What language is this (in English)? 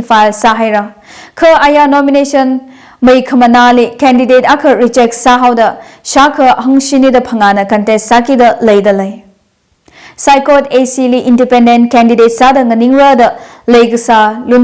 Tangkhul Naga (India)